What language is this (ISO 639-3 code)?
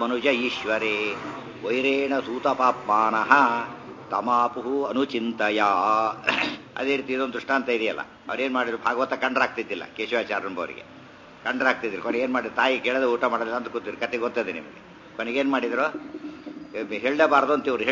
kan